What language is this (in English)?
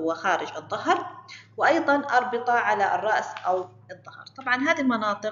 Arabic